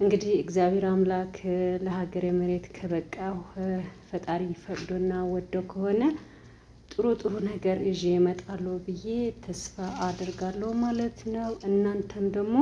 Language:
Amharic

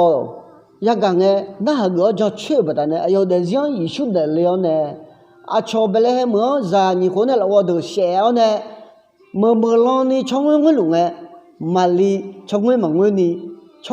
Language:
Akha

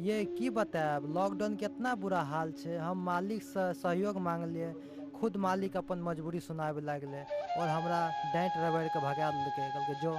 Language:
Maithili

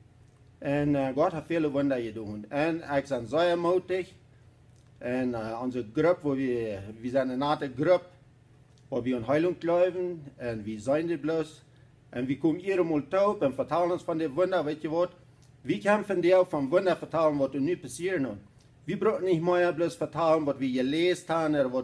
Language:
Plautdietsch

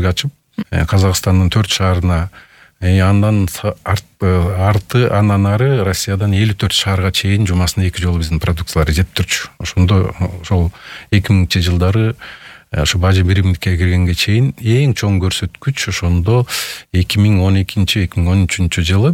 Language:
Kyrgyz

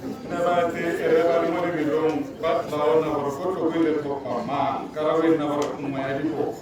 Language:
Tswana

